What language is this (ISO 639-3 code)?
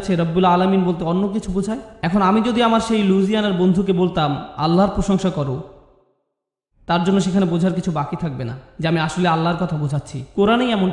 ben